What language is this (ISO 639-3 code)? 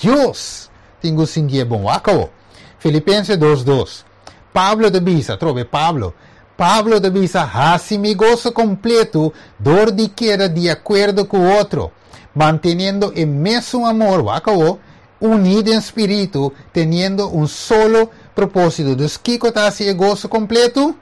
pap